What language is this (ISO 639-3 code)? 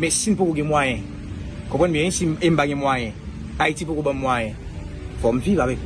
hat